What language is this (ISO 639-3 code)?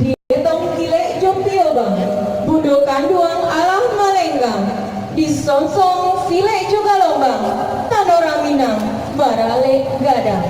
min